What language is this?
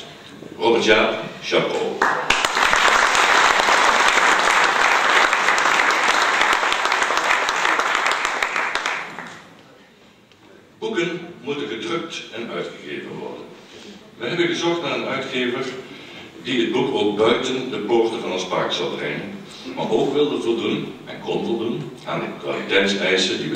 Dutch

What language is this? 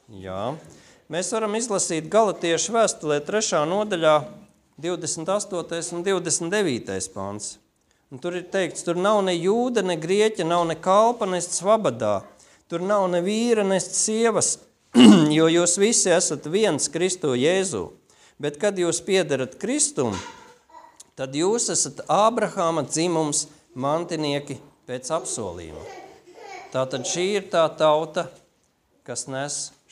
Latvian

